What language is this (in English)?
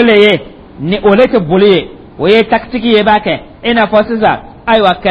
Dyula